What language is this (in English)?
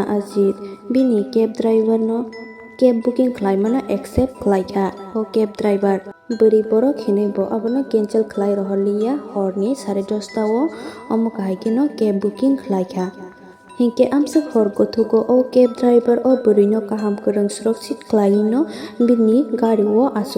Kok Borok